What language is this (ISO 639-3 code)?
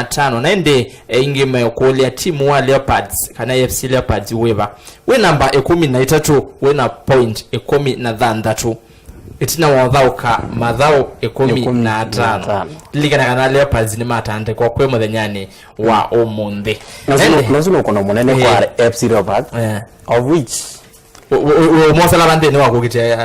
kam